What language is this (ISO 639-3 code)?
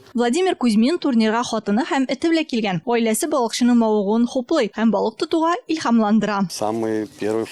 tat